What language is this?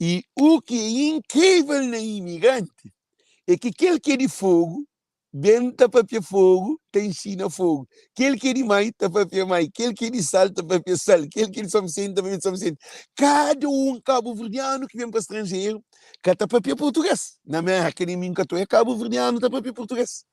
Kabuverdianu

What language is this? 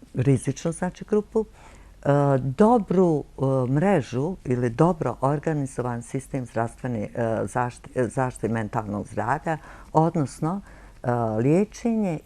Bosnian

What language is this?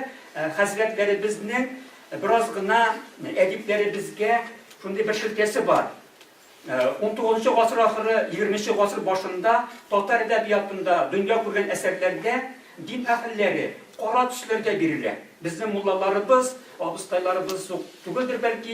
Tatar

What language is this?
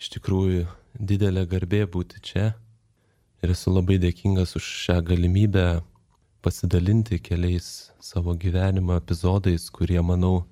Lithuanian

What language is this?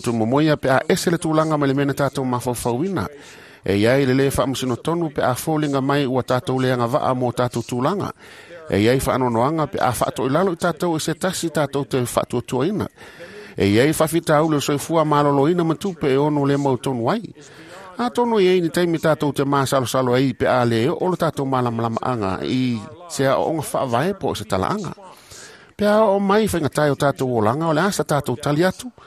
Samoan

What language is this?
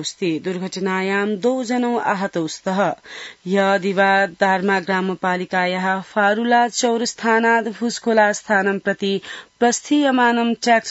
Sanskrit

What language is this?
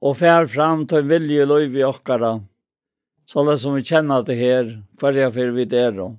Faroese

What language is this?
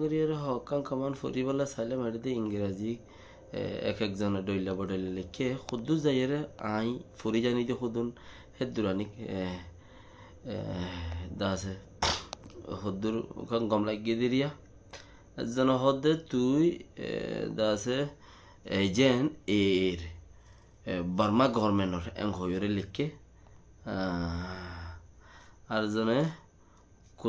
Rohingya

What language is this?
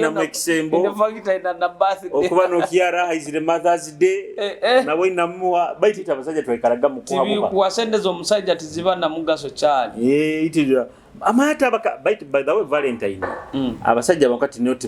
Nyoro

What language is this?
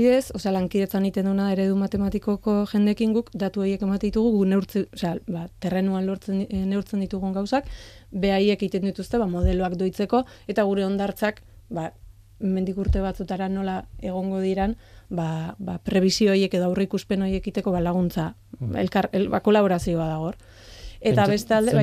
Basque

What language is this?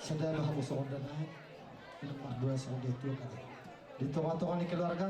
Batak Toba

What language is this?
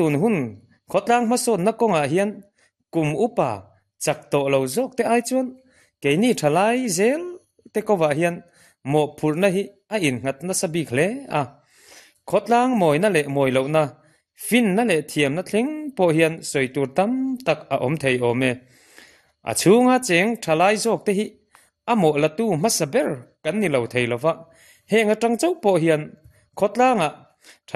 Mizo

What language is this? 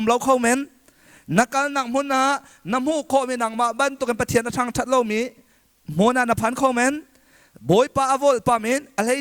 Hakha Chin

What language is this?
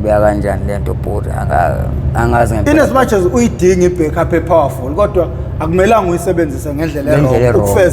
Zulu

